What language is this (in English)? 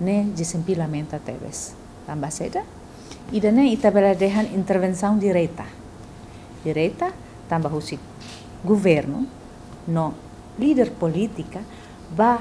Tetum